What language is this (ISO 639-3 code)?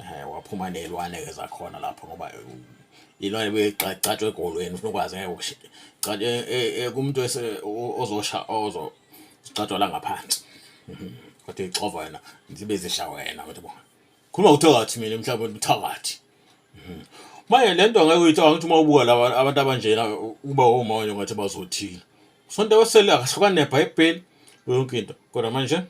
zul